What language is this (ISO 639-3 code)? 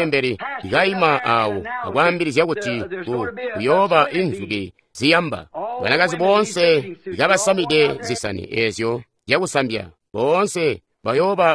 toi